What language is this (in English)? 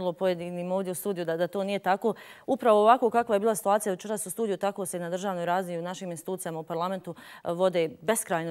Bosnian